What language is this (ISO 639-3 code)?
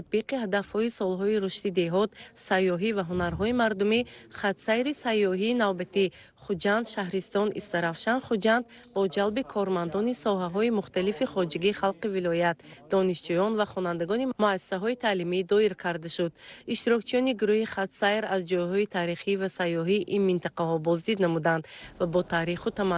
tgk